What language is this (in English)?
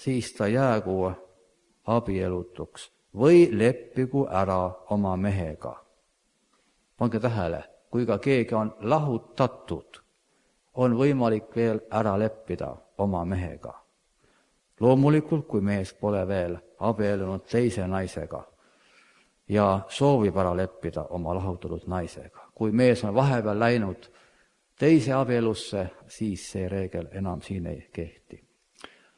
Estonian